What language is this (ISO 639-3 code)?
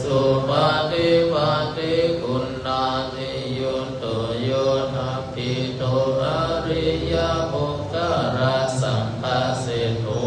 pli